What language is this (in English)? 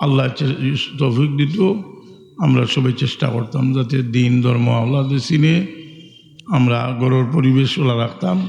Sylheti